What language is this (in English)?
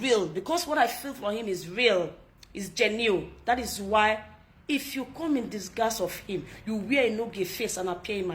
Nigerian Pidgin